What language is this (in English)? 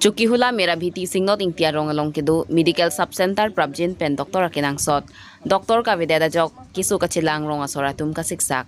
Karbi